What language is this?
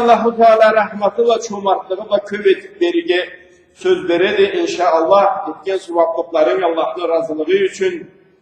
Karachay-Balkar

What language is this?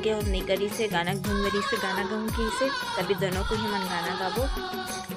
Chhattisgarhi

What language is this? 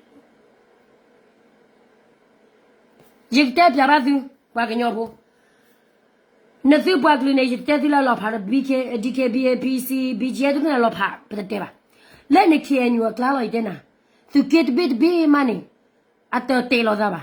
S'gaw Karen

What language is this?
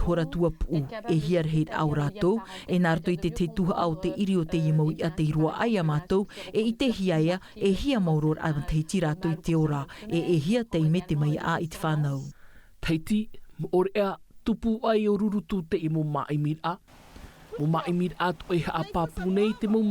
Tahitian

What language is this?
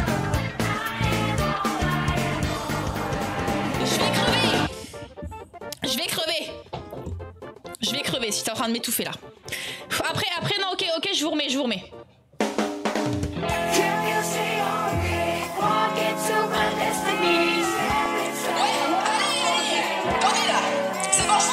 French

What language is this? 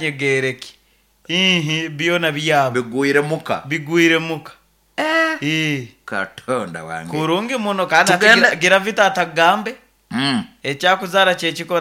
Nyoro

